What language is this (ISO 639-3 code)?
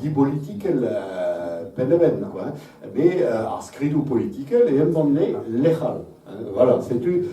bre